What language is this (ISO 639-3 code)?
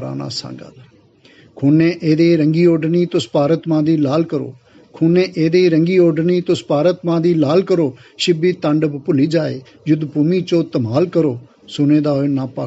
doi